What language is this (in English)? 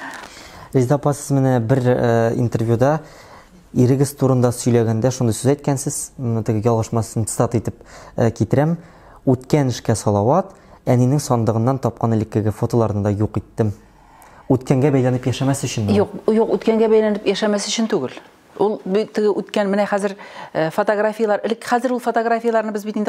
Tatar